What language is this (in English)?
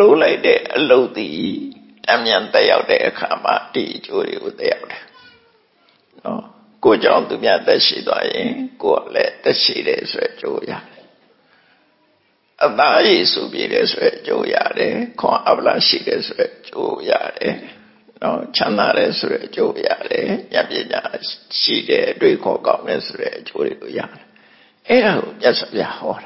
Burmese